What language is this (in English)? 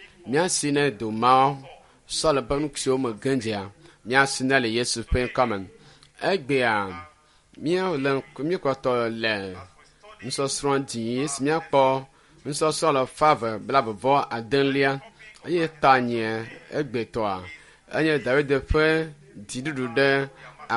Ewe